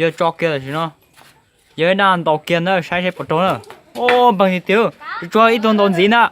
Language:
Hmong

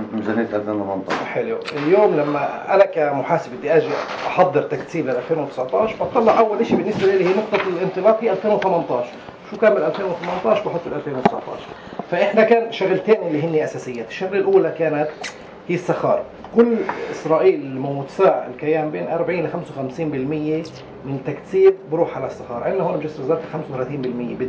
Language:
North Levantine Arabic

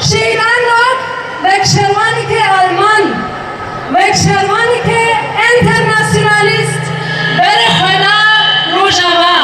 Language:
Kurdish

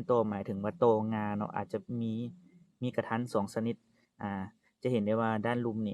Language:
Lao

